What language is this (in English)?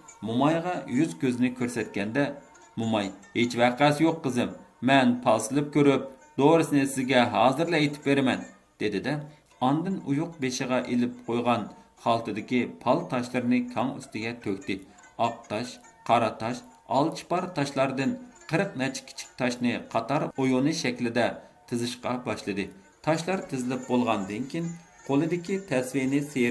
Uyghur